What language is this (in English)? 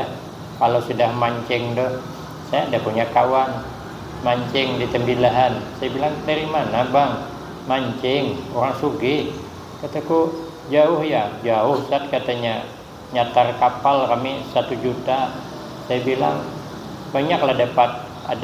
Banjar